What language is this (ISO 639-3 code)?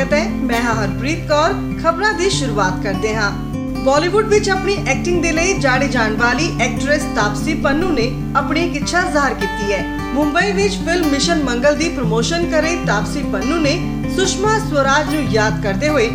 pan